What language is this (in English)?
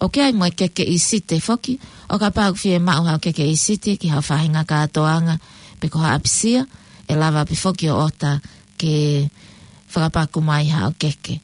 Tongan